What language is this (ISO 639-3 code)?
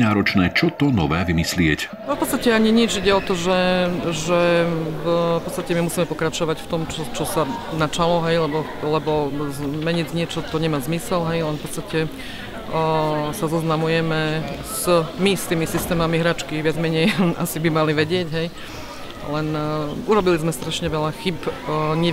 slk